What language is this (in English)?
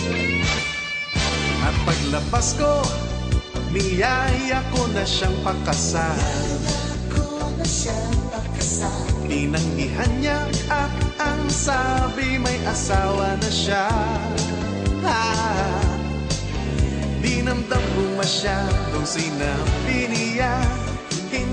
Filipino